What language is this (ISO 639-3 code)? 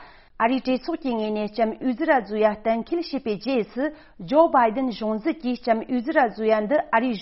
bod